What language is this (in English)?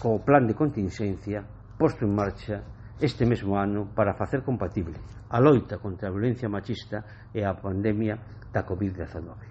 Galician